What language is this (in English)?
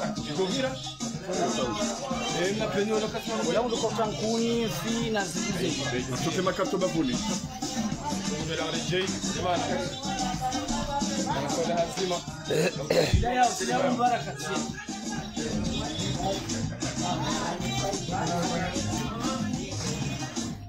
Swahili